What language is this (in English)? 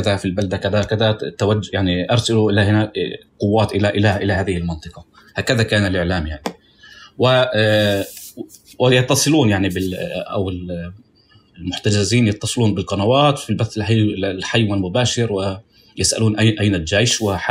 North Levantine Arabic